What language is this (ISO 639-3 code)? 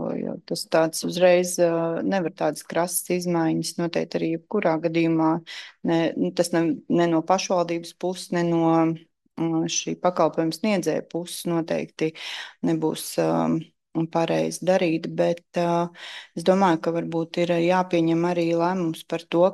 lav